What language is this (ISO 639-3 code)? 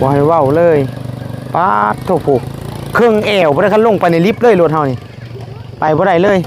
tts